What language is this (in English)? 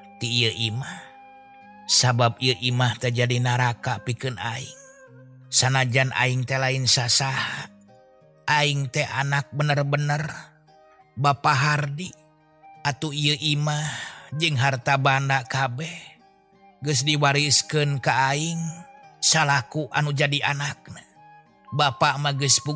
Sundanese